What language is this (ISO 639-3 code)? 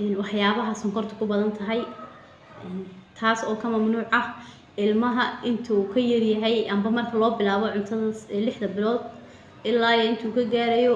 som